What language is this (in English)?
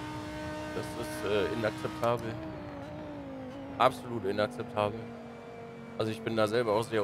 German